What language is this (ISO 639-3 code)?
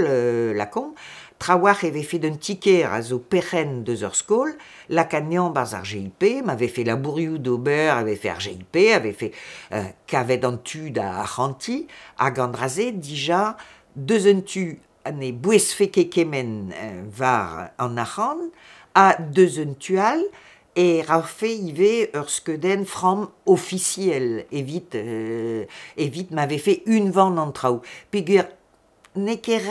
bre